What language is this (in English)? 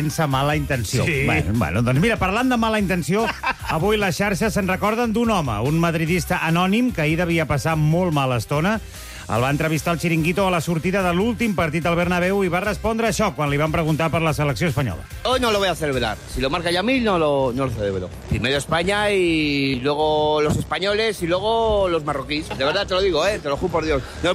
Catalan